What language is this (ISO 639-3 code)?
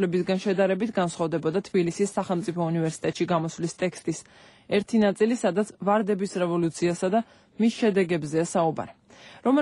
kat